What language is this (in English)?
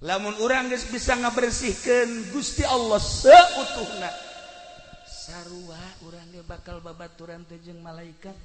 Sundanese